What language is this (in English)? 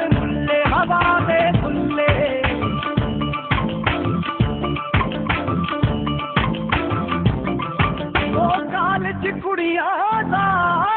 Punjabi